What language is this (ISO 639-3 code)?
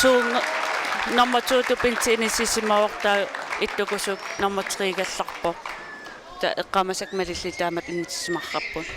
kal